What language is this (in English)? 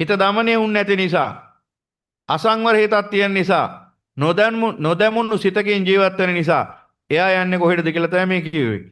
Sinhala